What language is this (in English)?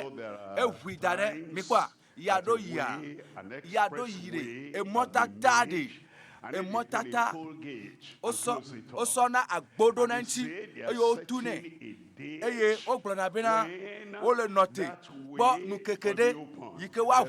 Ewe